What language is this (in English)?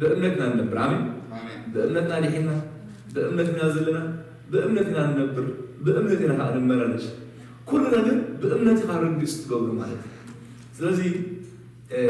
Tigrinya